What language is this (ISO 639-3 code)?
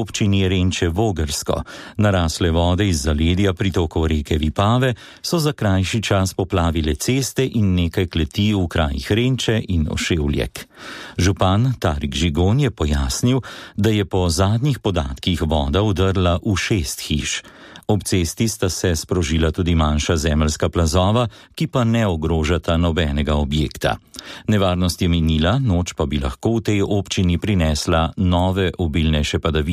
slv